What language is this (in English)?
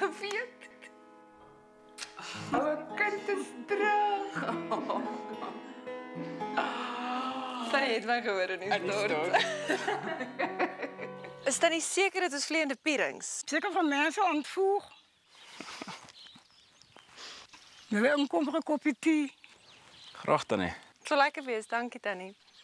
Afrikaans